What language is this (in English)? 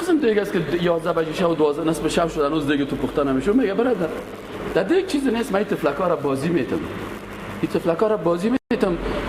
Persian